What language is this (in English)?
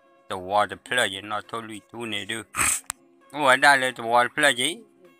S'gaw Karen